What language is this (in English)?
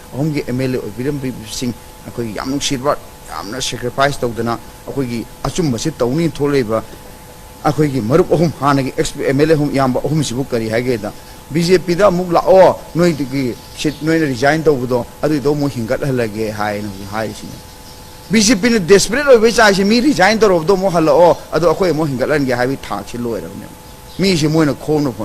Manipuri